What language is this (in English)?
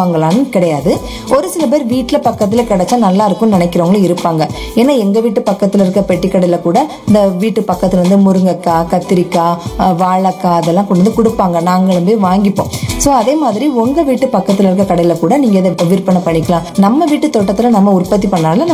Tamil